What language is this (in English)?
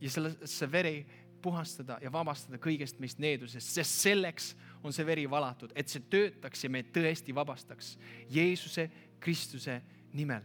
Estonian